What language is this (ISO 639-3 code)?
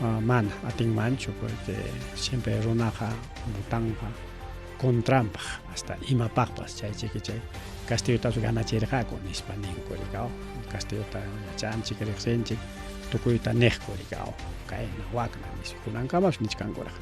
quy